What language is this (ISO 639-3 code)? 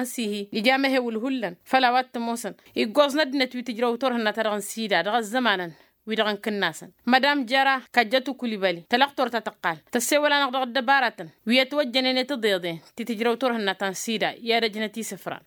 taq